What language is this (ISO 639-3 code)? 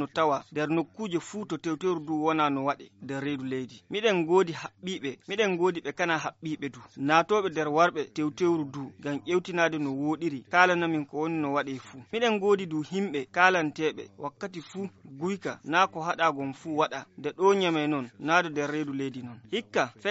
ful